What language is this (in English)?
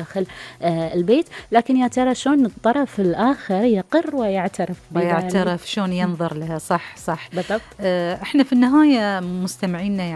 Gulf Arabic